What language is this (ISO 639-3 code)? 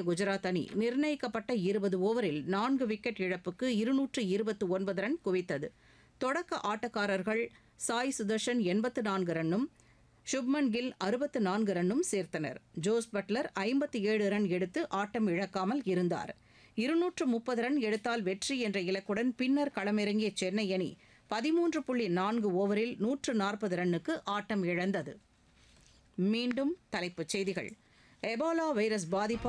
tam